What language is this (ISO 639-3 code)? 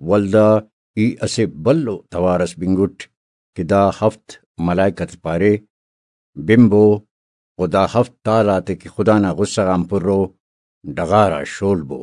brh